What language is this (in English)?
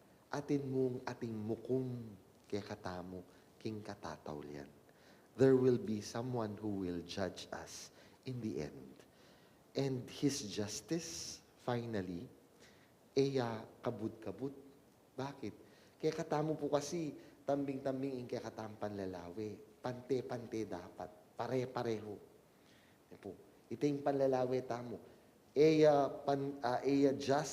Pampanga